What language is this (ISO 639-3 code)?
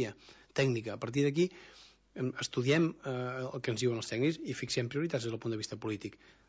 cat